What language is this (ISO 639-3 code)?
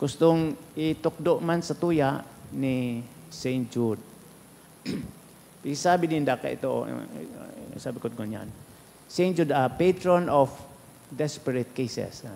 bik